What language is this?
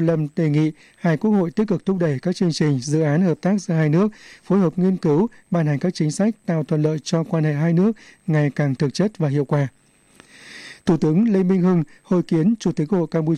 Vietnamese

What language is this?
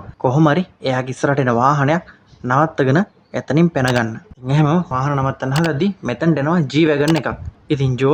Sinhala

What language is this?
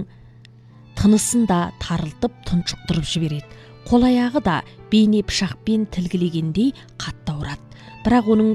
Kazakh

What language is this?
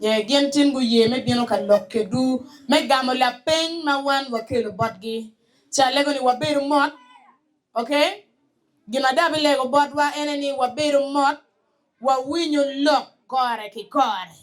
Acoli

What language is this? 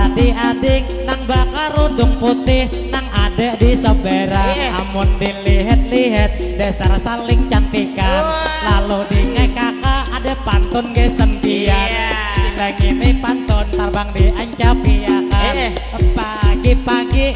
Banjar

